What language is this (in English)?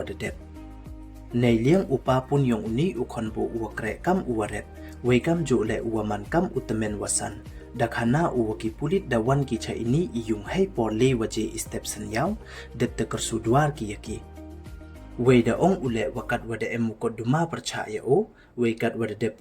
Pnar